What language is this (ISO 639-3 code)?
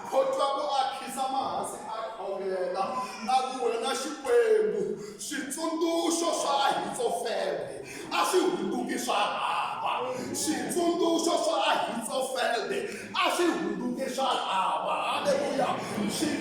tso